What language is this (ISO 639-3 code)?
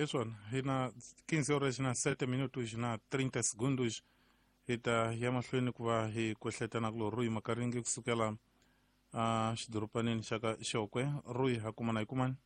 tso